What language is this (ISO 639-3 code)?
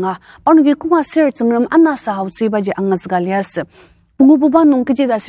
njo